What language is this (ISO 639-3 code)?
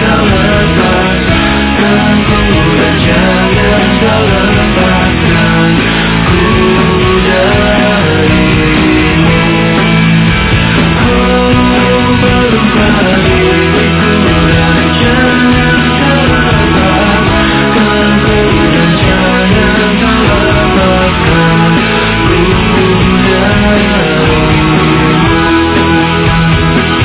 ind